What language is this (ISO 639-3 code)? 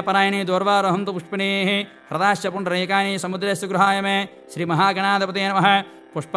tel